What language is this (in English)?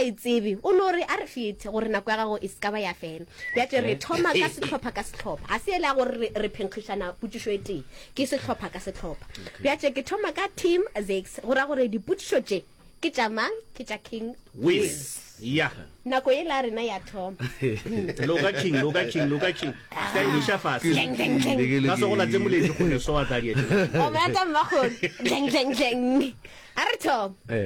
Northern Sotho